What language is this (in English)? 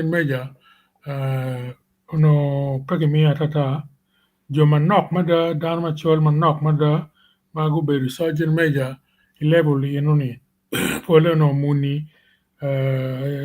Acoli